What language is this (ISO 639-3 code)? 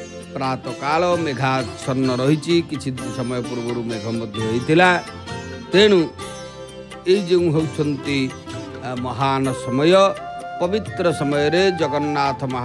ori